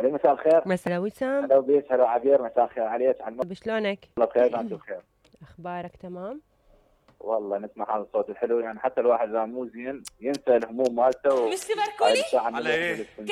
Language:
Mesopotamian Arabic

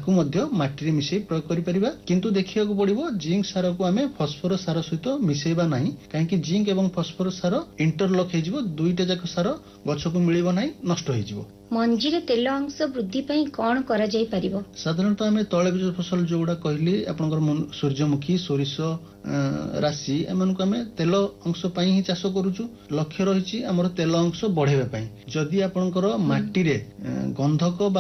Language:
Odia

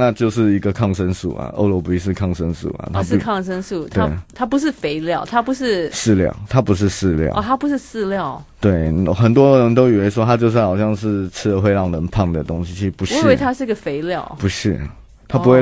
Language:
Chinese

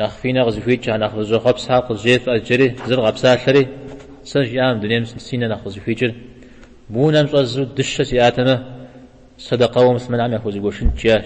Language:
Kabardian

